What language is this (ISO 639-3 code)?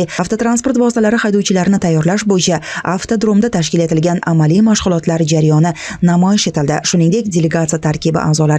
uzb